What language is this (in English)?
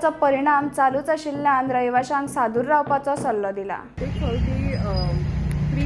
Konkani